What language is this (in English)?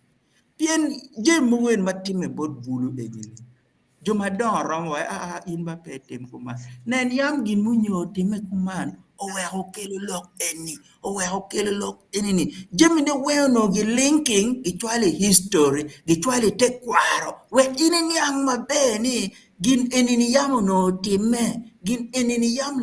Acoli